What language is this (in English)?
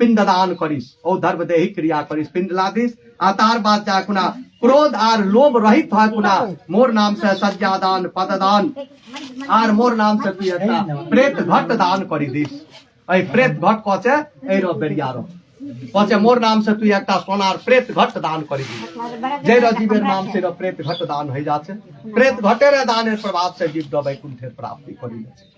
Rajbanshi